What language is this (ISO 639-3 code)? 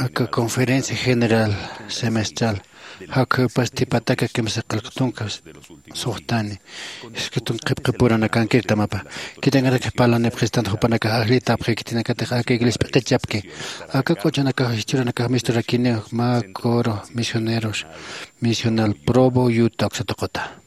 aym